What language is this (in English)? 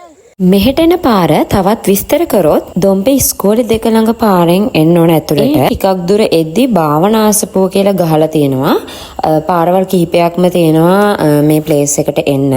Sinhala